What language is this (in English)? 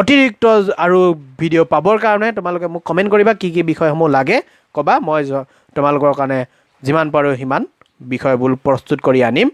Assamese